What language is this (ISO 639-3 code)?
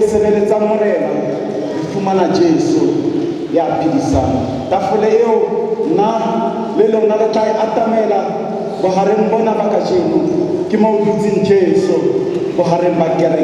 sot